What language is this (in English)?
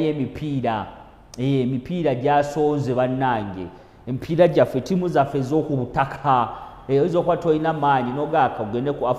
Ganda